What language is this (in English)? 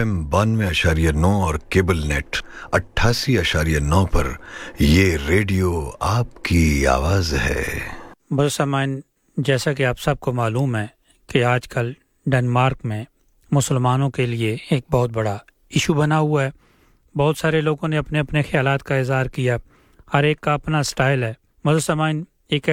Urdu